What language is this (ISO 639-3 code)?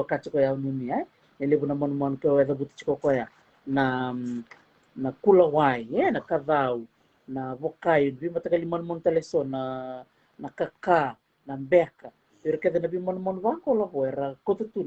fij